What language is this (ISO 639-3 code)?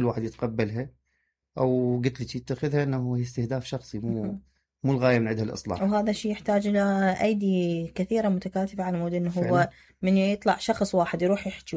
acm